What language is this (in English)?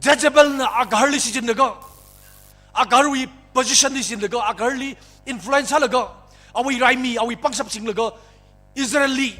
Tangkhul Naga (India)